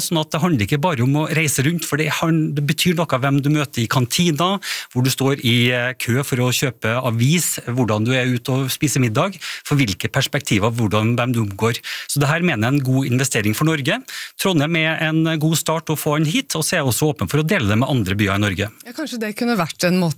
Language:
Norwegian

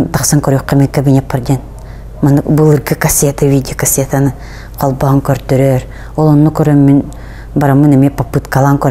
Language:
Yakut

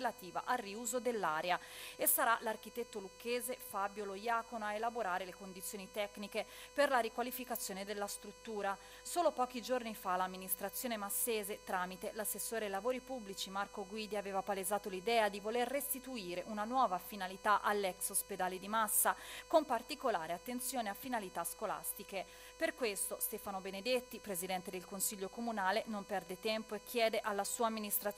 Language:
Italian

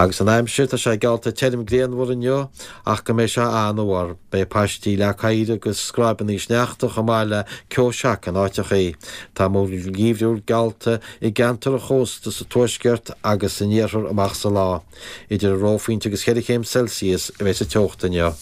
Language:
Irish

